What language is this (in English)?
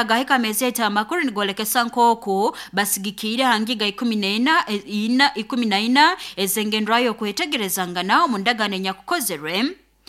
Nyoro